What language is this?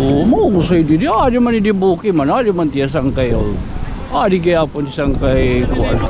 Waray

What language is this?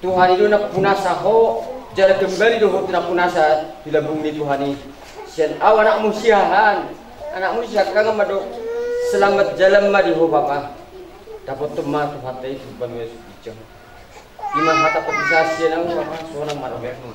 Batak Toba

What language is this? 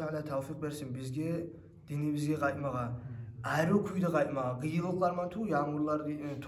Kumyk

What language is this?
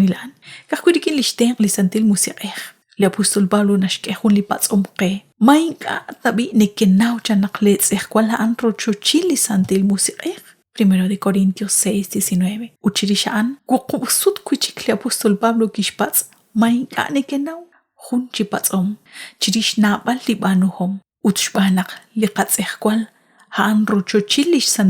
Kekchí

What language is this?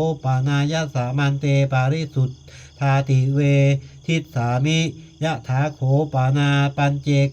Pali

